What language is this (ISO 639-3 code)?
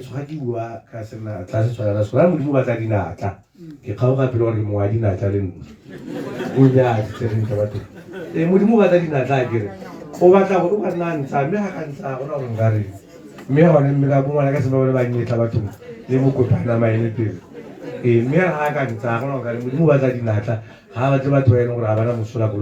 tsn